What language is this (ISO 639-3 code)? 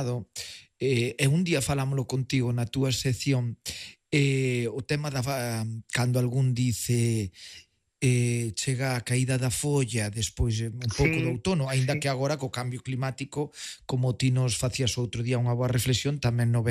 glg